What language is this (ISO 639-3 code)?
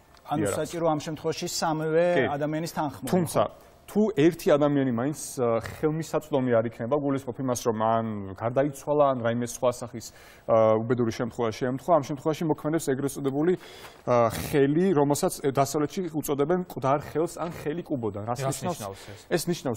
kat